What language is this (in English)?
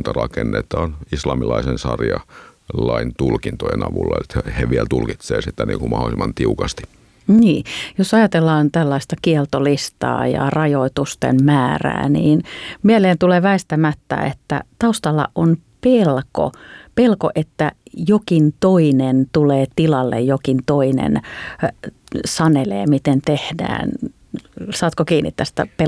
Finnish